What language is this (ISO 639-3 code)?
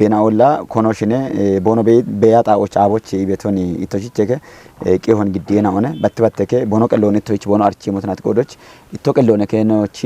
kbr